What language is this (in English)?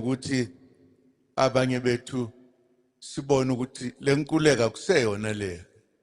Zulu